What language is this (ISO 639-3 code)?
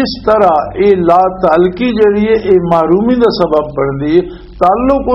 lah